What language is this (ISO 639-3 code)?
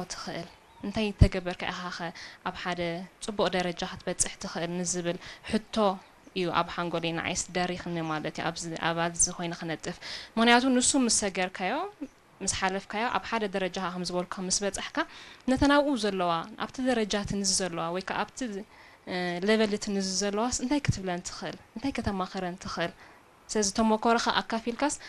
tir